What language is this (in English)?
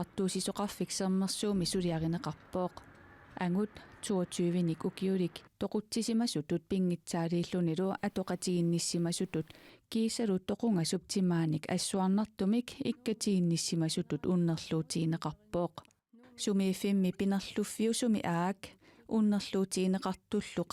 Kalaallisut